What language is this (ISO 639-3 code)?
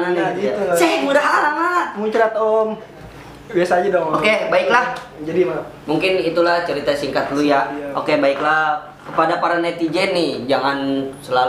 bew